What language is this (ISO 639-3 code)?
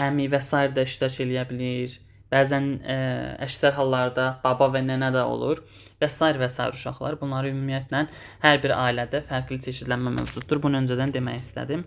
aze